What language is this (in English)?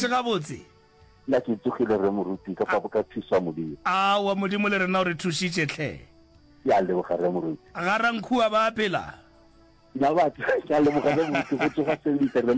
Northern Sotho